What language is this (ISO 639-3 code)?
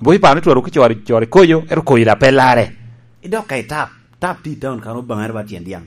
laj